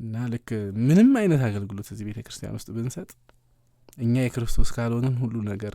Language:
Amharic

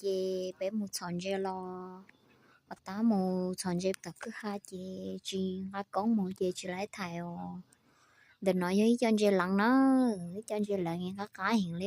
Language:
Hmong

